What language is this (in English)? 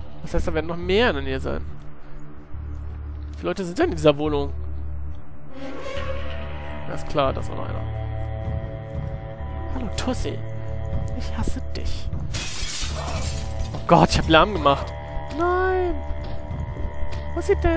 German